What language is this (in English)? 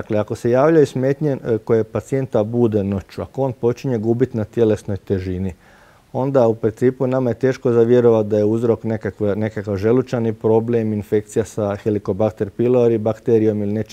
Croatian